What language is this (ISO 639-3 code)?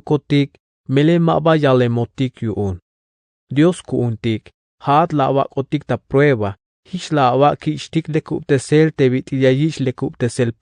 tzh